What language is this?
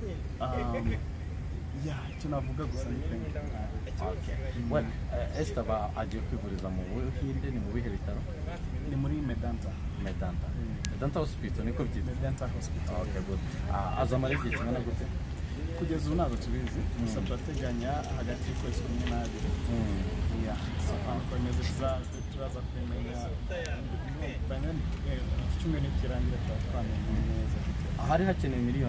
Kinyarwanda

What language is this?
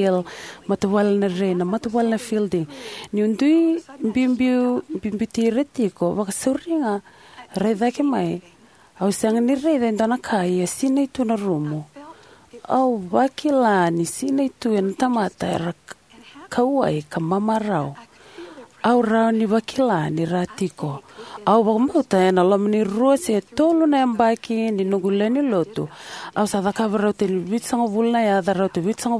Fijian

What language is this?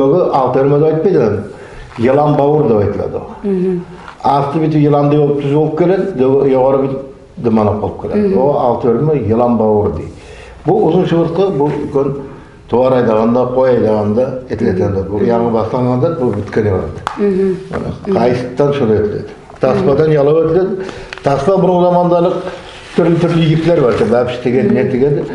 Nogai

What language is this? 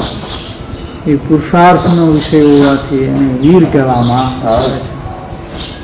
Gujarati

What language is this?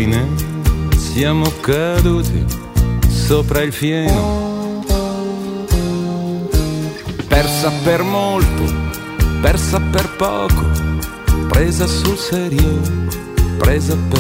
Italian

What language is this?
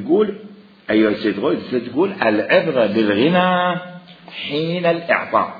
Mesopotamian Arabic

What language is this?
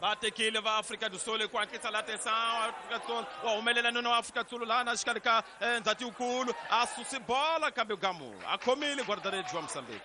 Tsonga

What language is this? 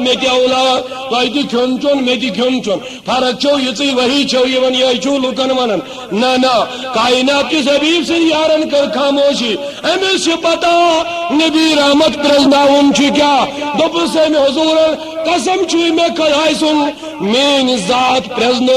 Kashmiri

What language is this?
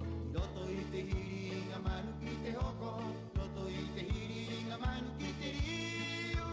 Rapanui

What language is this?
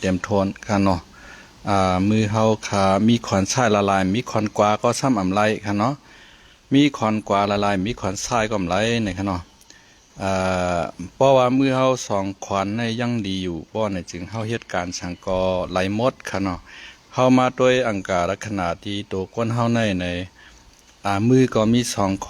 Shan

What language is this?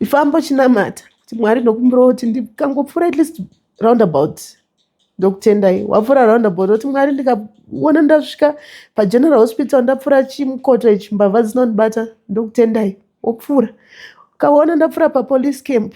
Shona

